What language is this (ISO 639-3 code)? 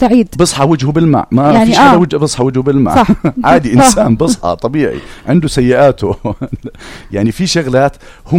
apc